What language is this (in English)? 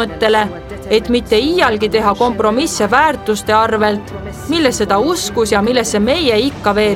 Estonian